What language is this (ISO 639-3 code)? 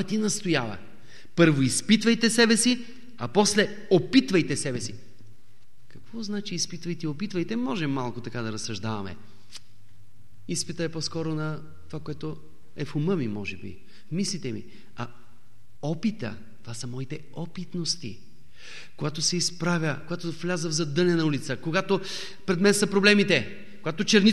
bul